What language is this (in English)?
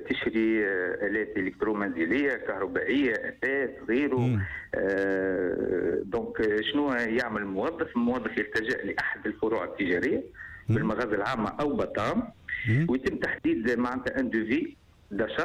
Tunisian Arabic